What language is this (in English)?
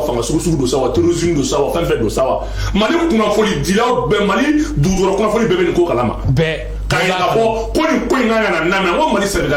Bambara